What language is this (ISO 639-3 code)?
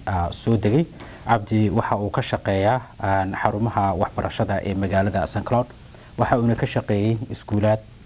som